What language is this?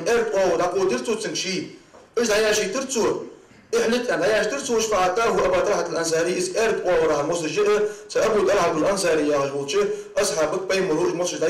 Ingush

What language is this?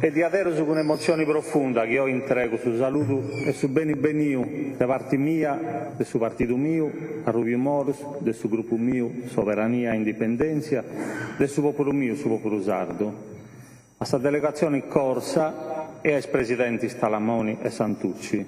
Sardinian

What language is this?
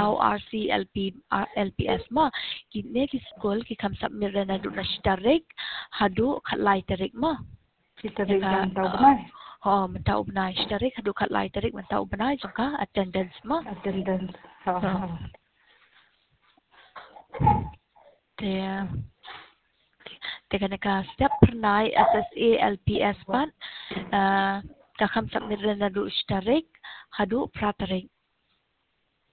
Khasi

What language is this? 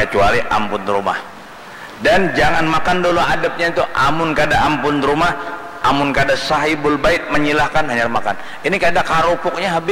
Banjar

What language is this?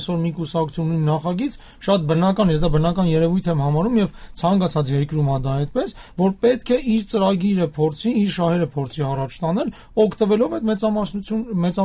Armenian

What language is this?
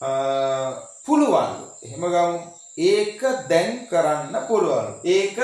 Sinhala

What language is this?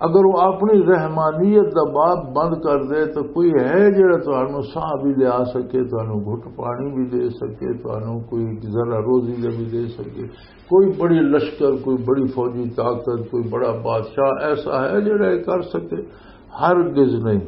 Western Panjabi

